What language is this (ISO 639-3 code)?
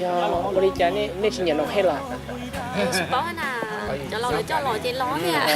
hmn